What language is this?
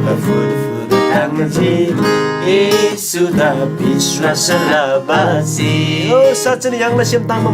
Eastern Tamang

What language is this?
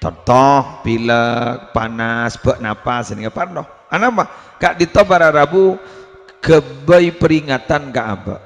Madurese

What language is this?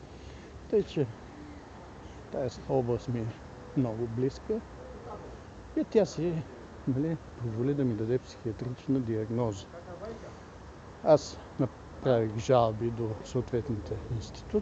Bulgarian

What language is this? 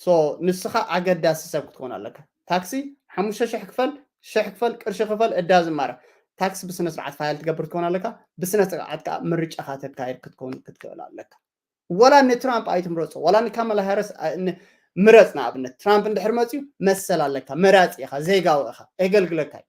Tigrinya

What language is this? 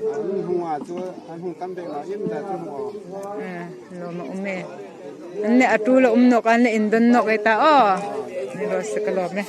Hmar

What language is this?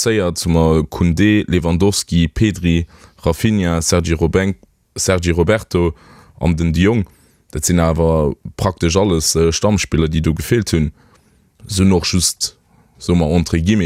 Luxembourgish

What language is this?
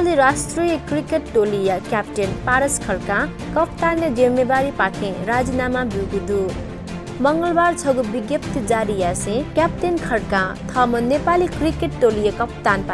Newari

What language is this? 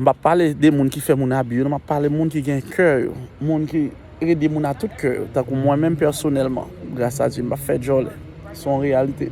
Haitian Creole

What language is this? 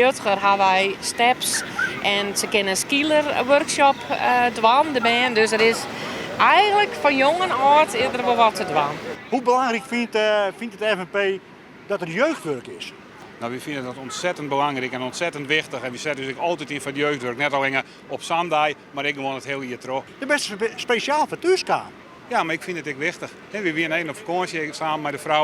Western Frisian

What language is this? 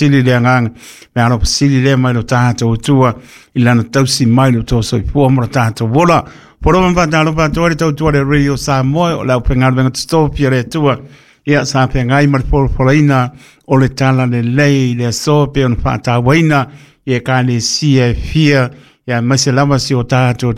Samoan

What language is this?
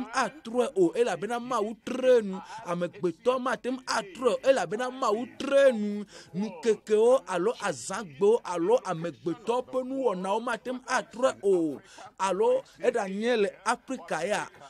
Ewe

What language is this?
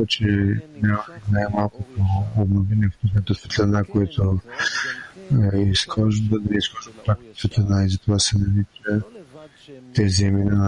Bulgarian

